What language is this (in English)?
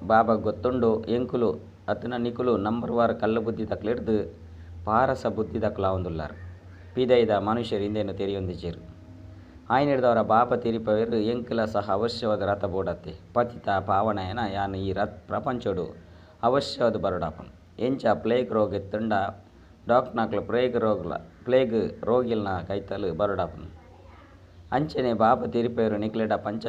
Tulu